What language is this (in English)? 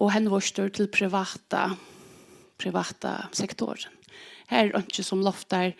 Faroese